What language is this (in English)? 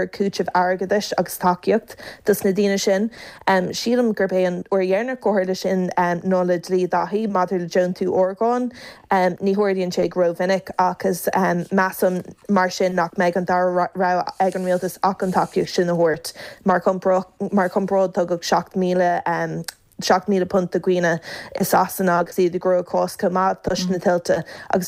Irish